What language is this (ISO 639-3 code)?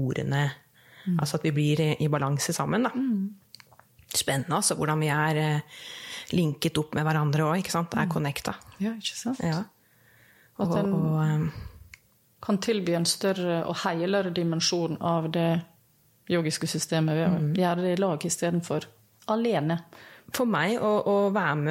nor